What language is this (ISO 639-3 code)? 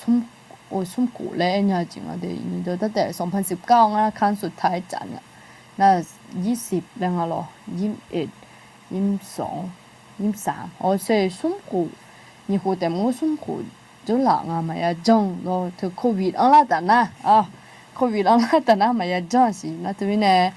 ahk